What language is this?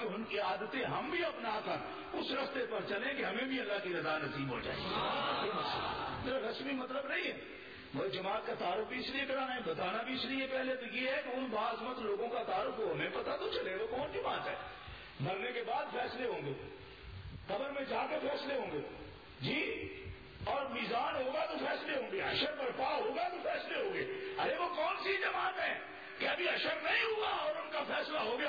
Urdu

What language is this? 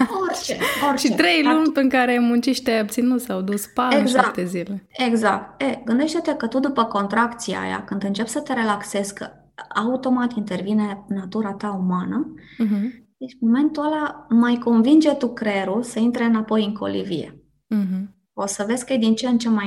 Romanian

